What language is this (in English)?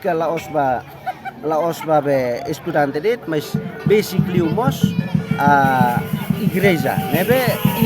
Tetum